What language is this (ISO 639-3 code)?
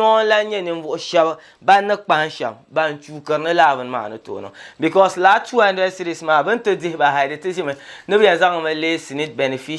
dag